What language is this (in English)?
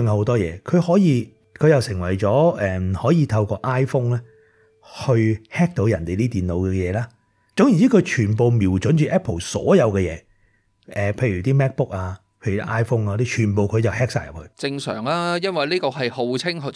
Cantonese